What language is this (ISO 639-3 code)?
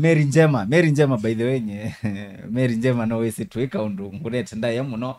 kam